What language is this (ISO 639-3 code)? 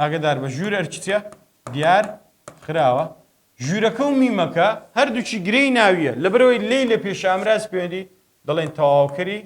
ckb